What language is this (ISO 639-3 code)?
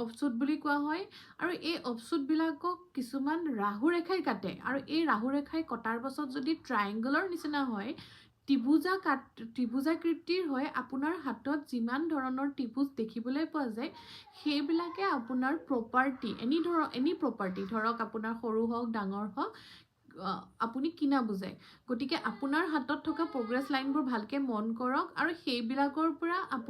asm